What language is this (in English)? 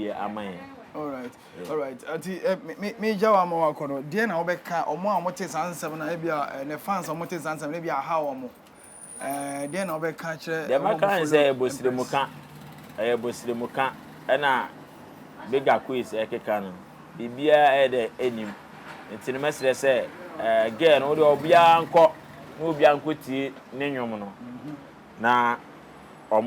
Akan